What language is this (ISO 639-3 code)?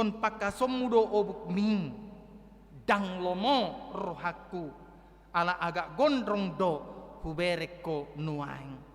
bbc